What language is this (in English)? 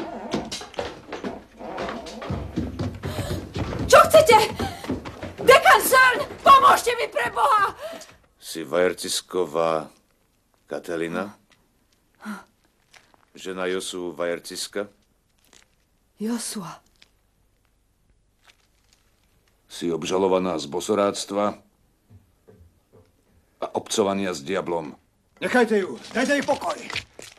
Slovak